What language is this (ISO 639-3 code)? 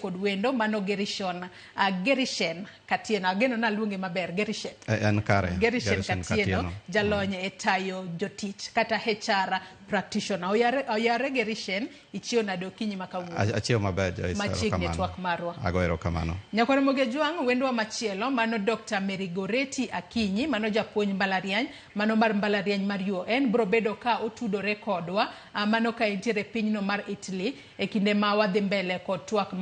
luo